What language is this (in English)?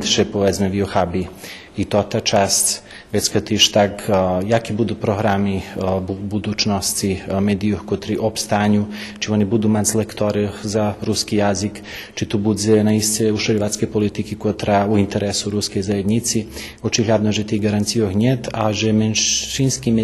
Rusyn